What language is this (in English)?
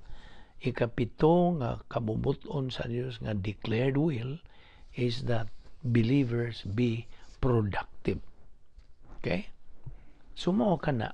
Cebuano